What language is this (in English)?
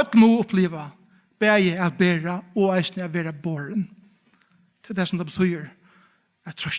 Faroese